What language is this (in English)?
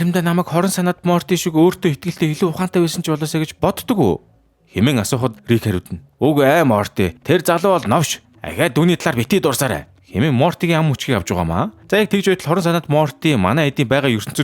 Mongolian